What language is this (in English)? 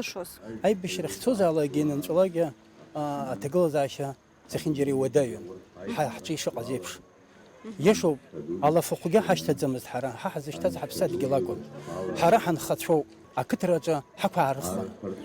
Abkhazian